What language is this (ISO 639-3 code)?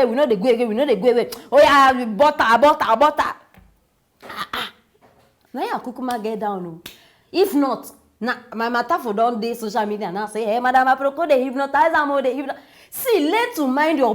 pcm